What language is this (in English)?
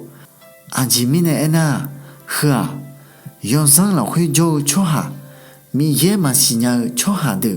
Akha